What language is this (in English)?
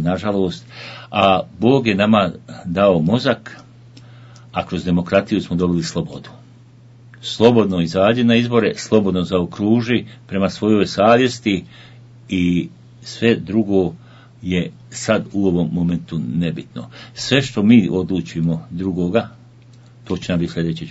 Bosnian